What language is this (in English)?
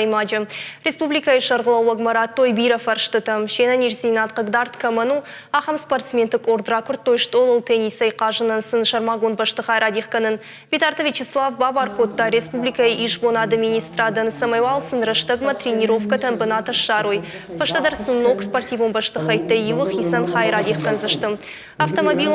Ossetic